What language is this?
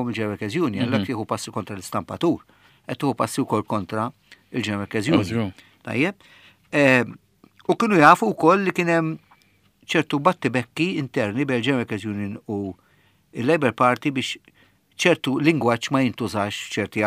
Maltese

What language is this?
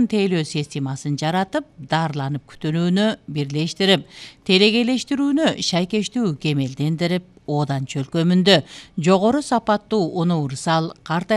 Kyrgyz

